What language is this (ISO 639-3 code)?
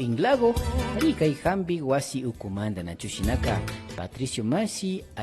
qvi